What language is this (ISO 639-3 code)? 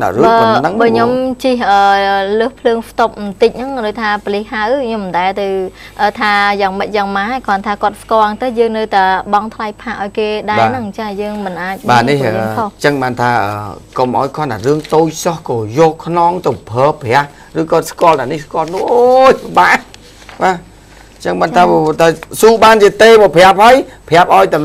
khm